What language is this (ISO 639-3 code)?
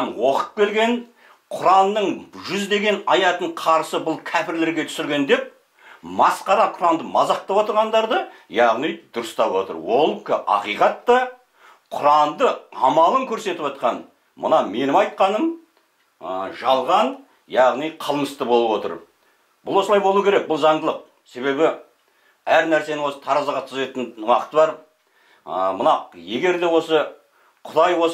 kaz